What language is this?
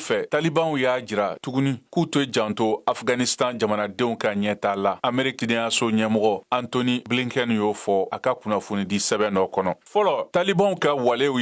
Bambara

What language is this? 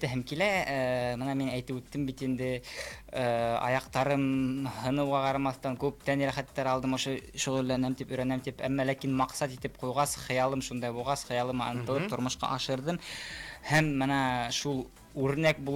Bashkir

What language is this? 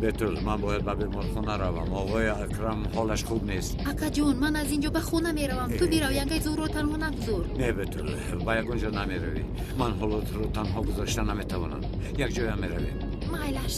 Tajik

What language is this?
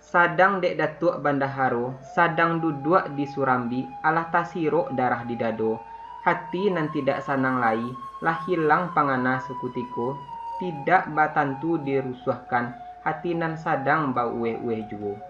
Minangkabau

